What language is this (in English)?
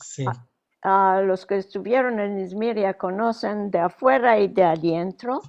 Ladino